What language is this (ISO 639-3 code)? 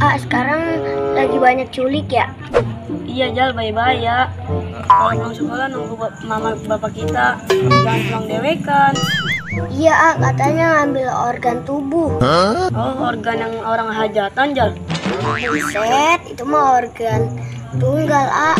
bew